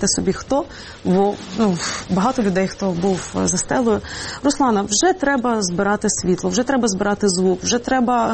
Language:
Ukrainian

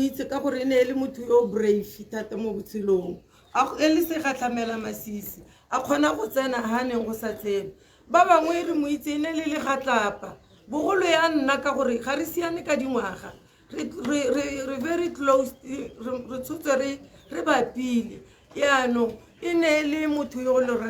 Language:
Tswana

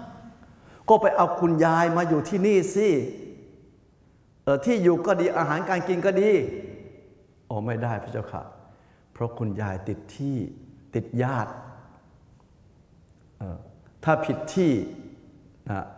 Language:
Thai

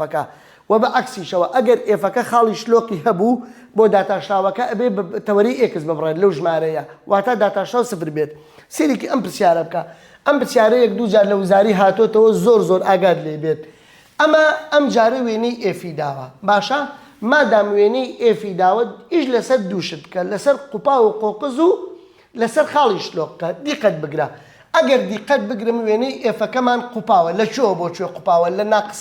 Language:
Central Kurdish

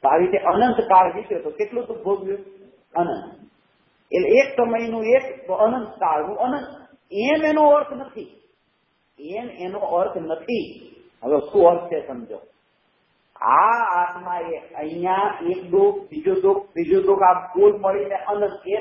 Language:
Gujarati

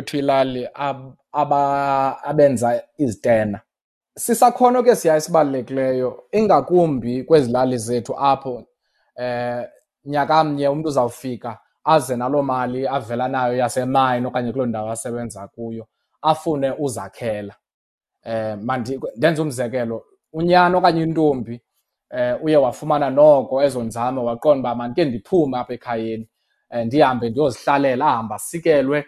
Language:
Xhosa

